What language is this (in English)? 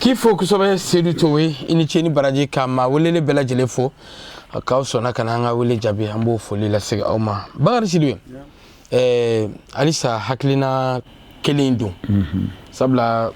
Bambara